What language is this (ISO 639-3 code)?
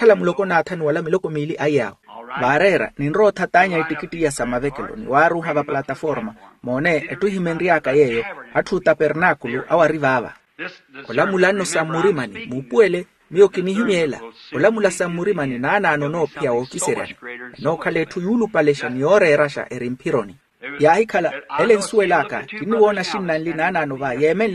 vmw